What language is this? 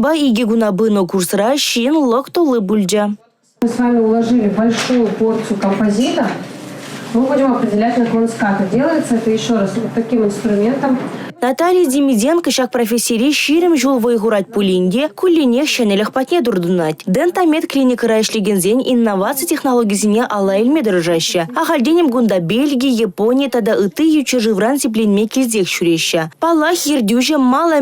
Chuvash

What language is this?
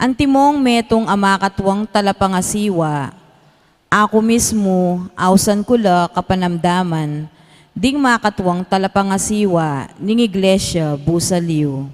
Pampanga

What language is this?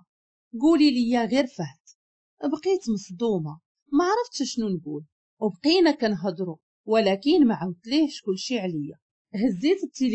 Moroccan Arabic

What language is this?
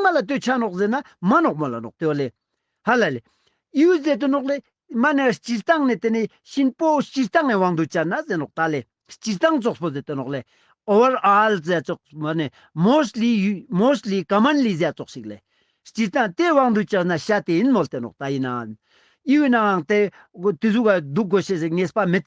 Ladakhi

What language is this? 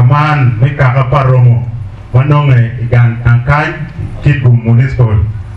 Acoli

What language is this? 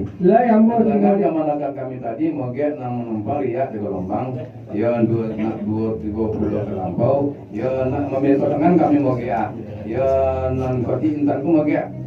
Minangkabau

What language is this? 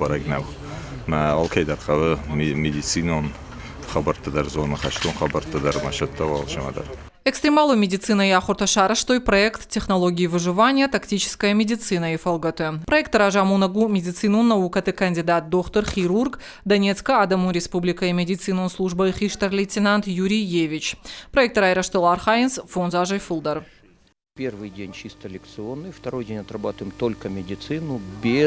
Ossetic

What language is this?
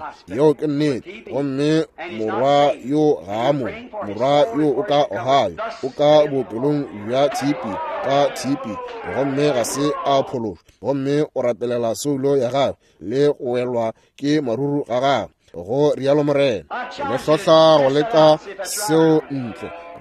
Northern Sotho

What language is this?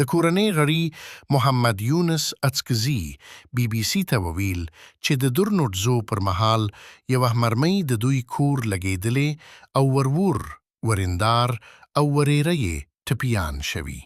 Pashto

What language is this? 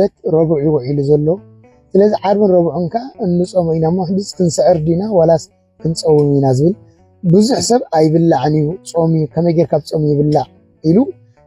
Tigrinya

